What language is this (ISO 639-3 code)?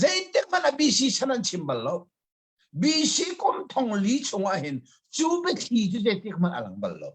cnh